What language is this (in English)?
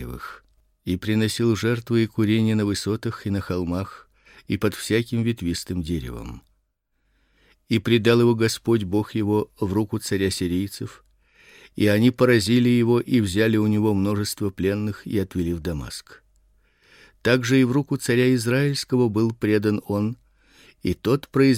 Russian